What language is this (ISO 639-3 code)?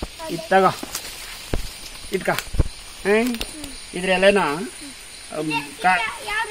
kan